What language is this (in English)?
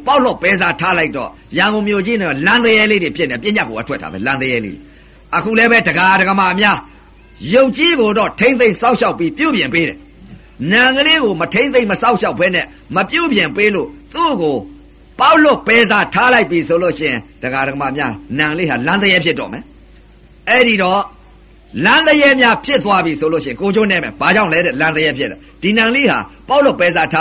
Burmese